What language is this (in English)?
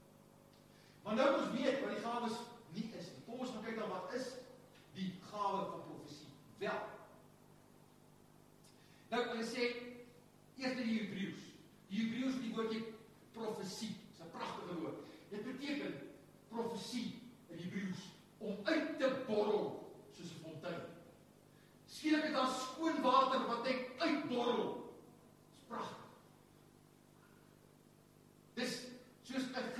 Afrikaans